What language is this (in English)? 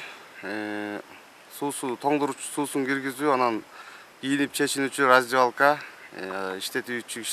Kyrgyz